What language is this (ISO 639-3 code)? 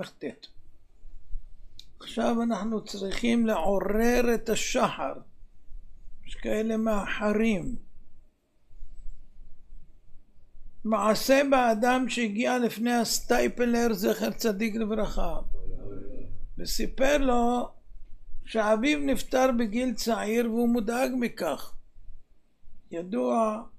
heb